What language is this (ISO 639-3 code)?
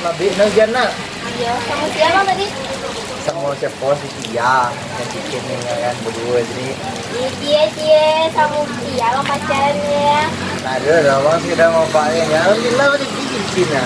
min